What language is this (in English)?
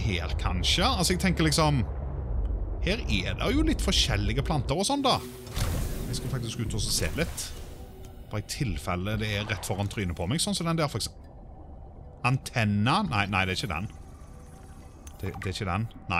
Norwegian